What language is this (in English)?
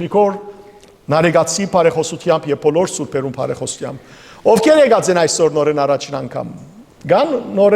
Western Armenian